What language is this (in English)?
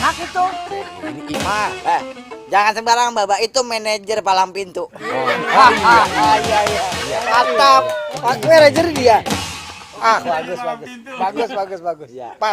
Betawi